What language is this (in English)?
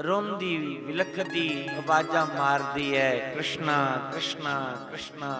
Dogri